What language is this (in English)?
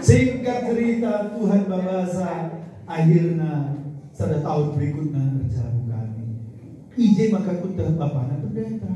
Batak Karo